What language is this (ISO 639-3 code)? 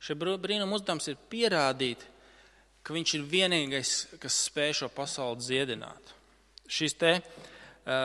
lav